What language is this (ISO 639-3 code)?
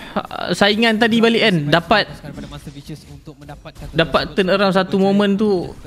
msa